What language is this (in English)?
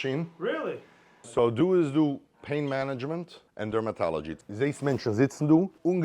Yiddish